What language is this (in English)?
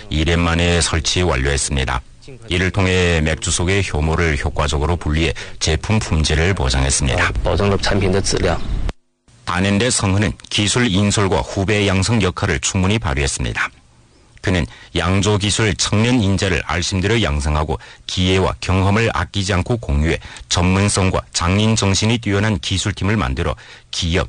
Korean